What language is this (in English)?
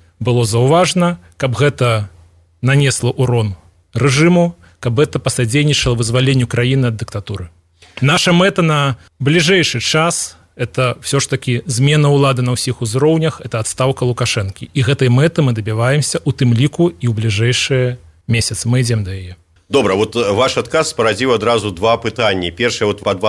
Belarusian